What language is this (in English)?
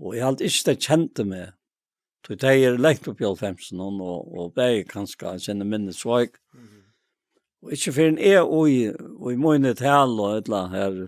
Faroese